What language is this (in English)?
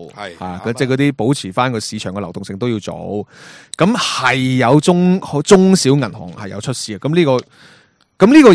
Cantonese